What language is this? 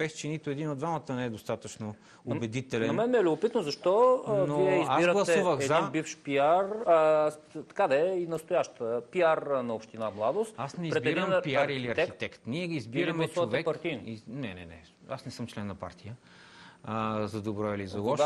Bulgarian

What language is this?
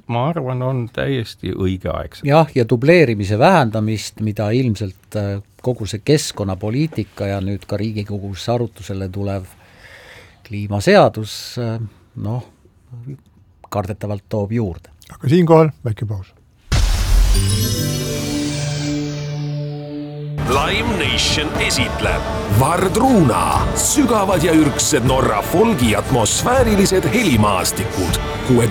Estonian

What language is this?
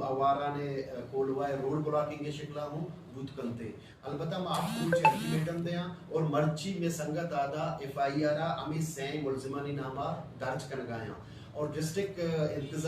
Baluchi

